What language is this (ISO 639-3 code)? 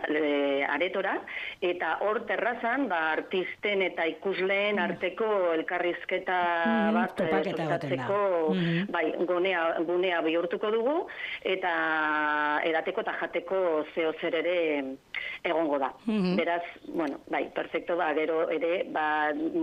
eus